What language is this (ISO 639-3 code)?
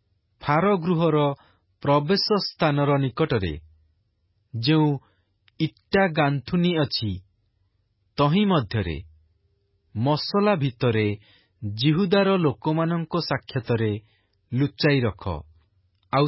ori